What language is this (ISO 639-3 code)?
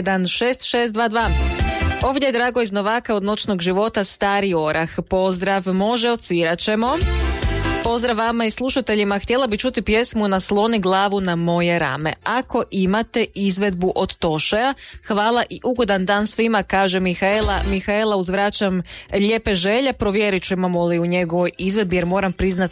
hrv